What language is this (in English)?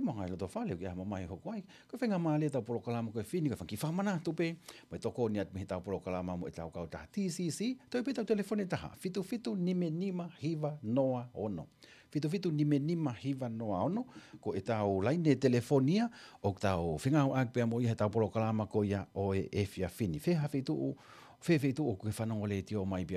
Tongan